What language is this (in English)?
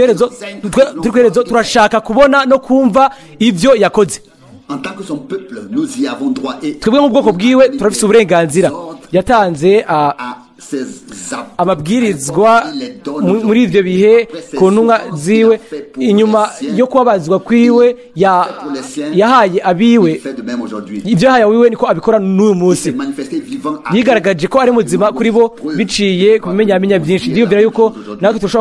Rundi